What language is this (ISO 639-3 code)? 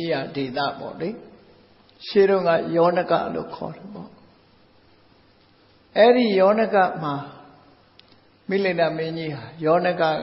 mya